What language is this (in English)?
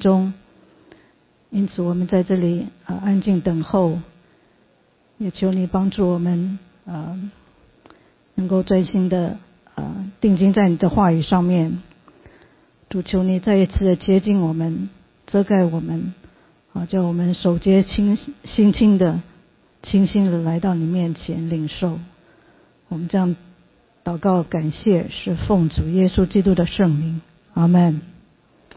Chinese